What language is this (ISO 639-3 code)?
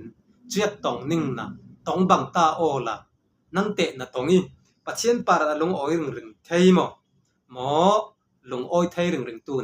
cfm